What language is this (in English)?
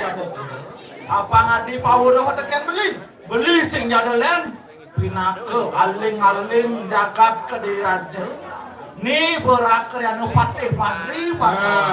Balinese